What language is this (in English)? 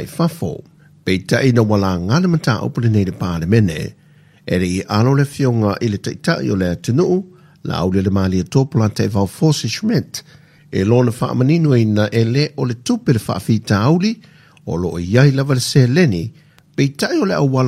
Samoan